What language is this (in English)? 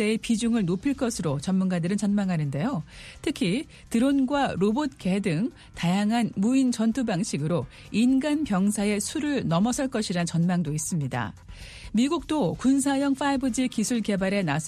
Korean